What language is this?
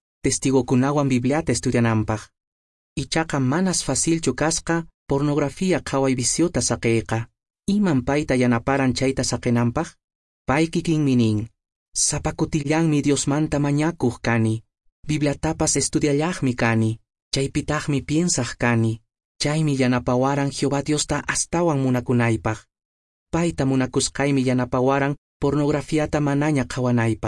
Quechua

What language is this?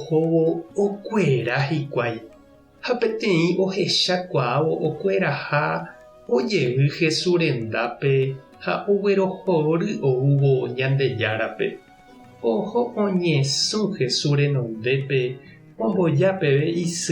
Guarani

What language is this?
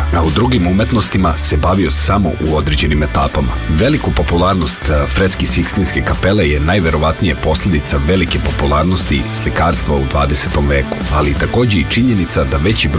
Serbian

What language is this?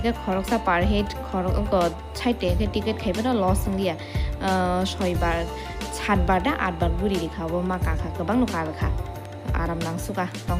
Kok Borok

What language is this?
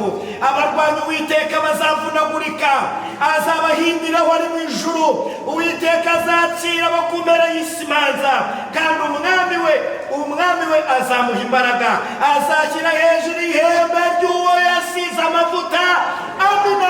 Kinyarwanda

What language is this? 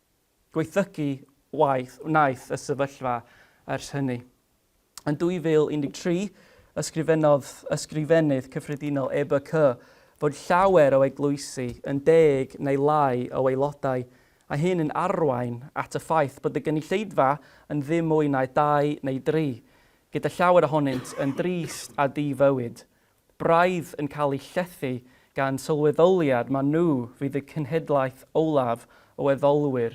Welsh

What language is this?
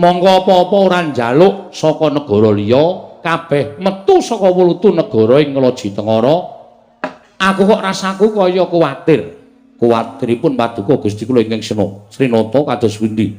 Javanese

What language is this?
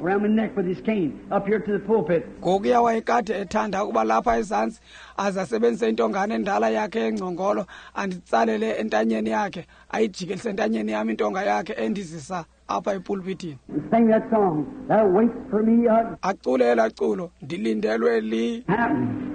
Xhosa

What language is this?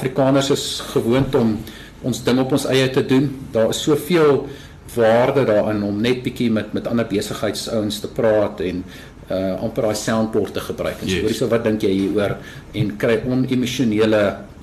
Afrikaans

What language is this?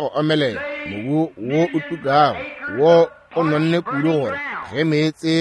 Northern Sotho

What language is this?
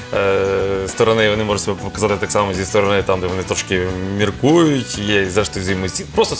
Ukrainian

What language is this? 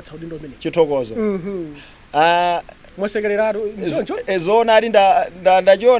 Nyanja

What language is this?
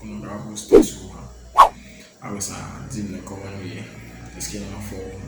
Haitian Creole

